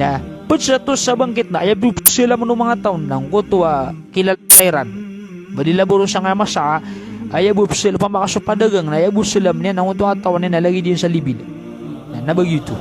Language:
Maranao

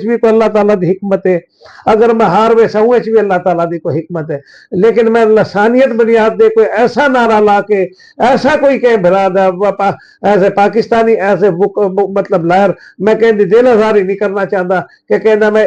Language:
Saraiki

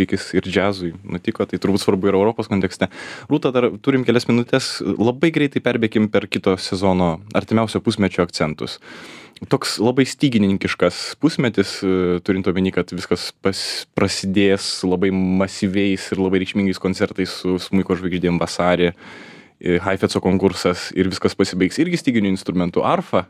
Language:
Lithuanian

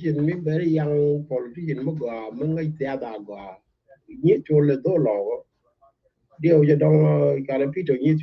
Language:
Nuer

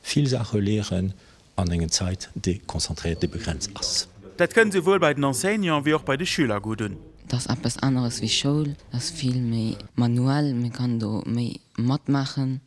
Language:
Luxembourgish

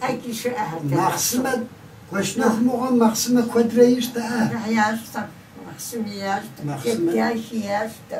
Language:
Kabardian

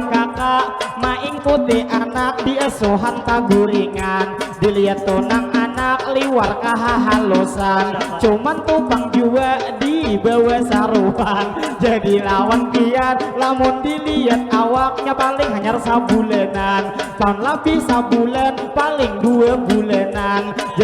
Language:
Banjar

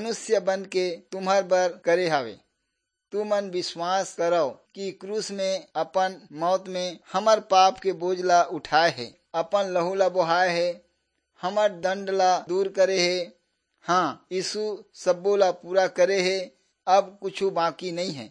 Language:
Chhattisgarhi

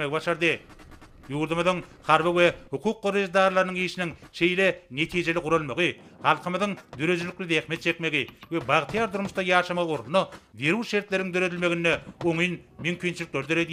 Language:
Turkmen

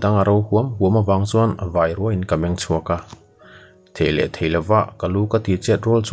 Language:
Mizo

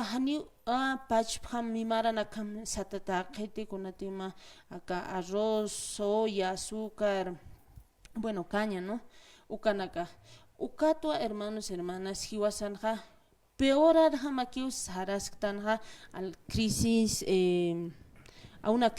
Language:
Aymara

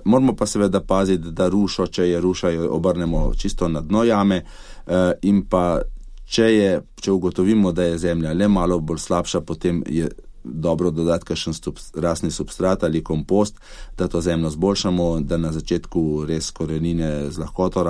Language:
Slovenian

